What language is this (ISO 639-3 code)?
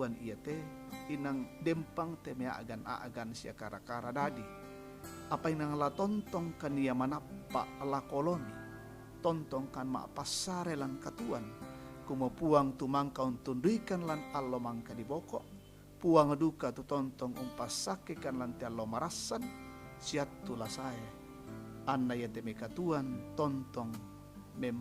sda